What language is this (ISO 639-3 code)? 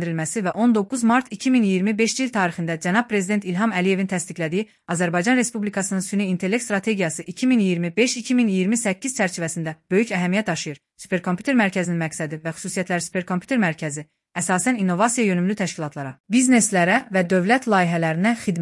aze